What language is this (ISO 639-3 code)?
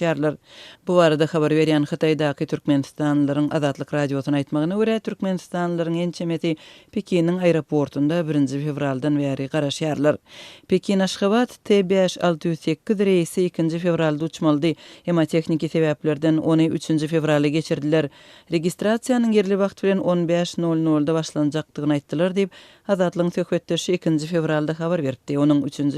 tuk